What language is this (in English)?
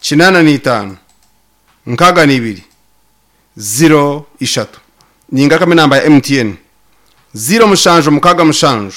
Nyankole